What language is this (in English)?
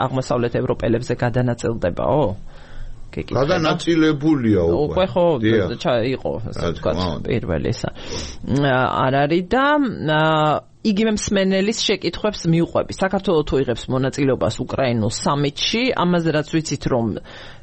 Georgian